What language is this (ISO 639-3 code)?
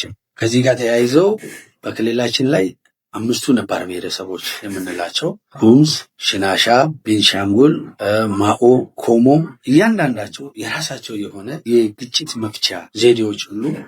amh